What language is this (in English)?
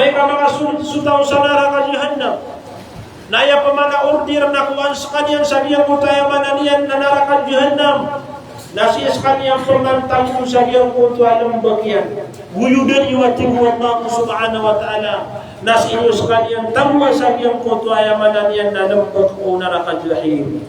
Maranao